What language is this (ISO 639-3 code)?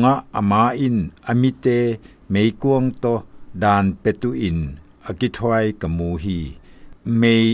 zom